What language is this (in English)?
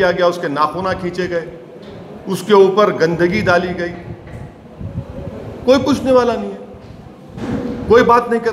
Hindi